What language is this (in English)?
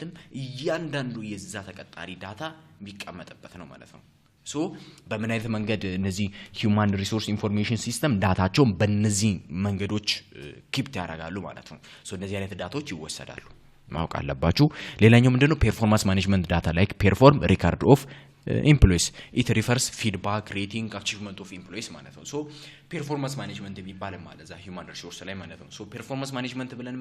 Amharic